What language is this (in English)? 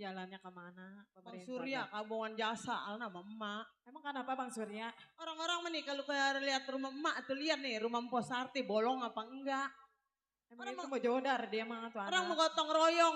Betawi